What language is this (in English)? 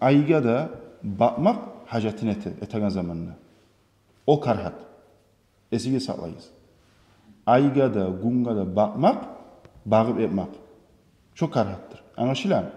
Kumyk